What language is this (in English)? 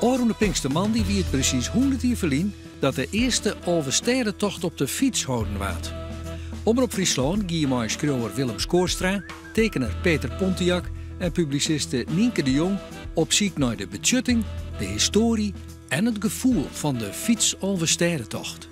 Western Frisian